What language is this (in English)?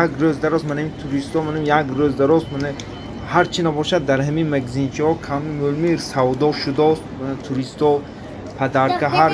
Tajik